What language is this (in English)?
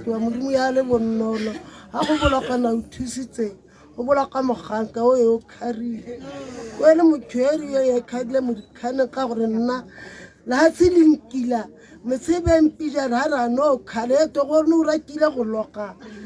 Tswana